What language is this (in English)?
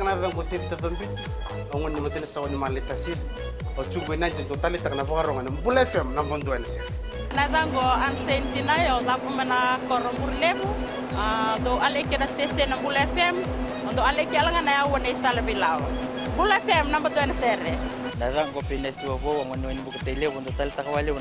Fijian